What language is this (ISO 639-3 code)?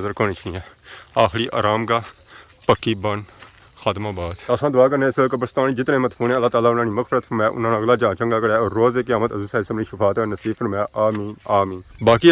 phr